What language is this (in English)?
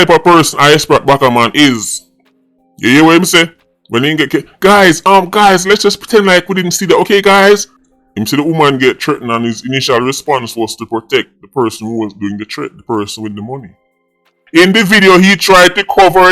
Jamaican Creole English